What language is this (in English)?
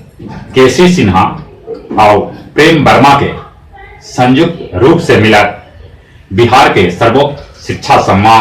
Magahi